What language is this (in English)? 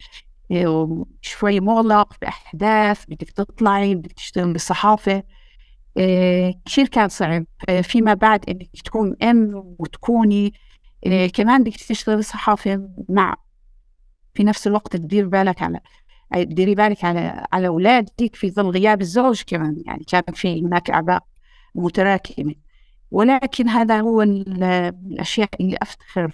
North Levantine Arabic